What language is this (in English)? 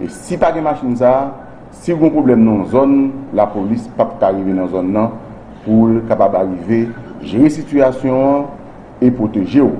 Haitian Creole